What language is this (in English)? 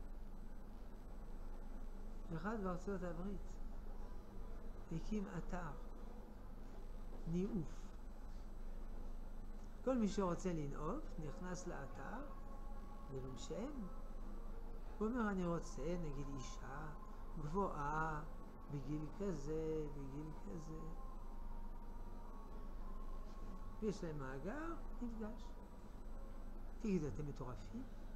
Hebrew